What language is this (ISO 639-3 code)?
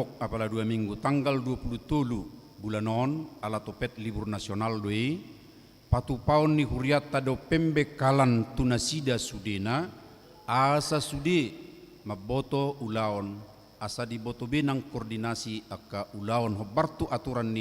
bbc